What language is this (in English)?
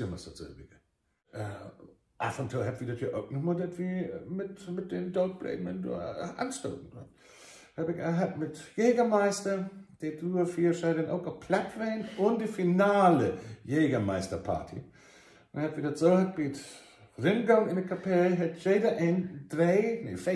Low German